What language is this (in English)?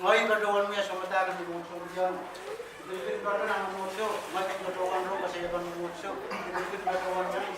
Pohnpeian